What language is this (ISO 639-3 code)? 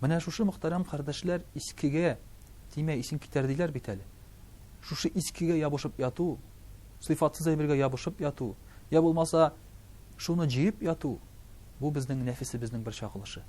tat